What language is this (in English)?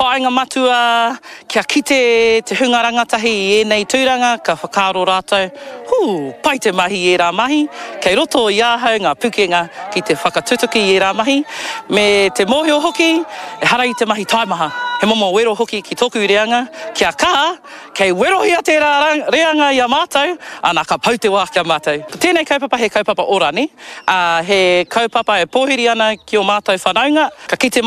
Māori